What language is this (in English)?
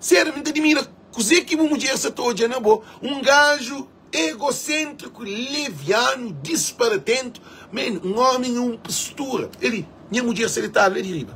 Kabuverdianu